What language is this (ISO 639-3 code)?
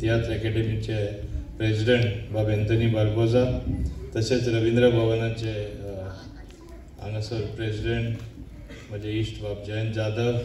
kok